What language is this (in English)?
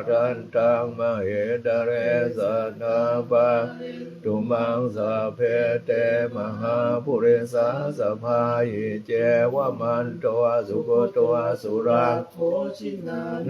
Pali